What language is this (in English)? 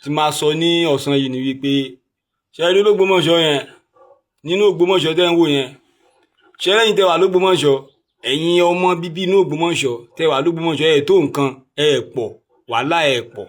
Yoruba